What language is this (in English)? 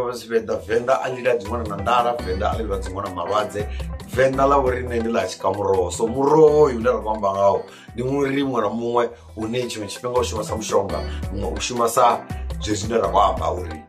Venda